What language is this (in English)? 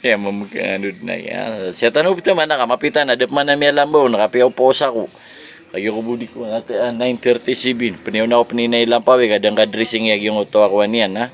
Maranao